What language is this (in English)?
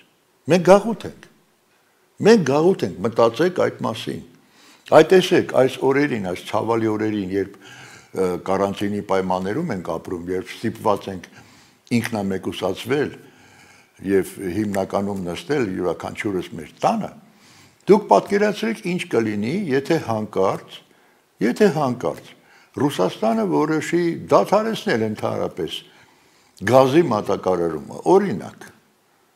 Armenian